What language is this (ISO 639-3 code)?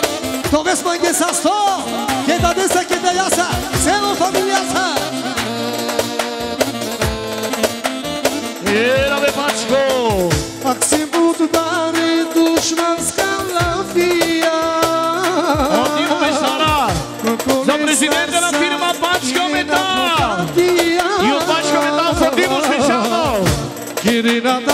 bul